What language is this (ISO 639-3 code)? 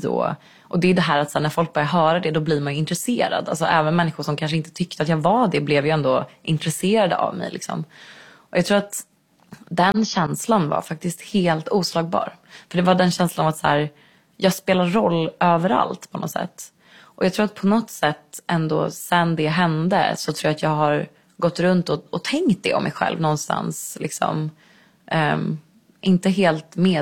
swe